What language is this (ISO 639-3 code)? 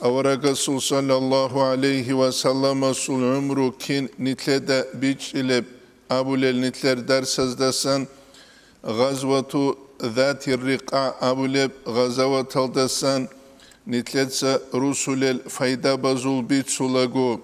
ava